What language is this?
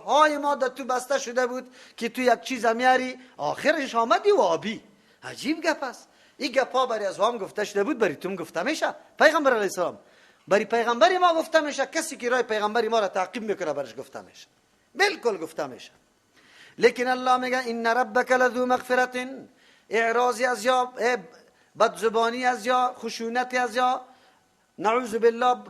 Persian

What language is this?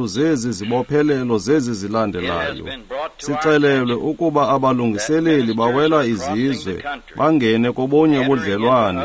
Xhosa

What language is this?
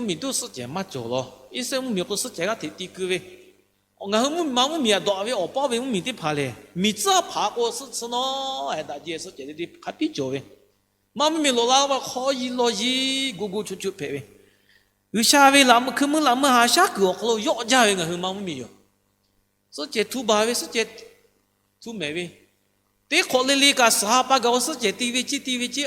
Lahu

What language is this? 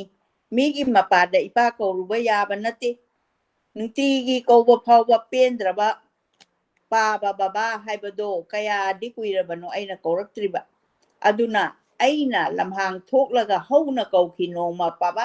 Manipuri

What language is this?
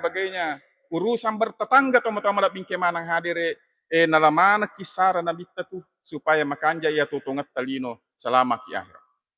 Buginese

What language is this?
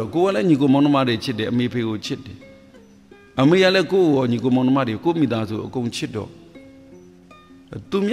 Burmese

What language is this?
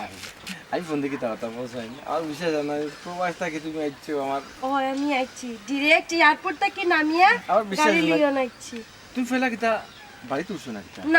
Sylheti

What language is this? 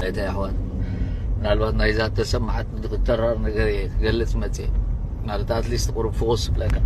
Tigrinya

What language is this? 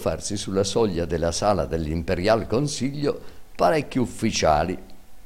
Italian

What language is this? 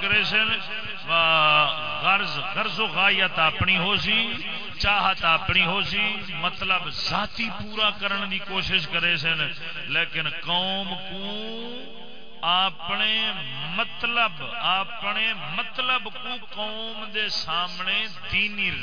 Saraiki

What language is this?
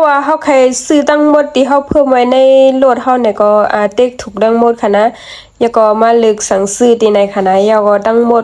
Shan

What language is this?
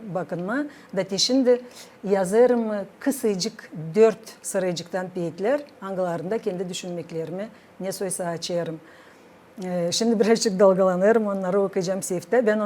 Gagauz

